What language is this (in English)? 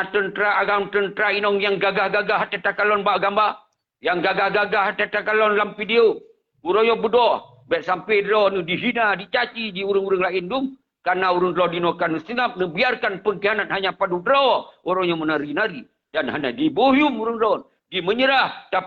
Achinese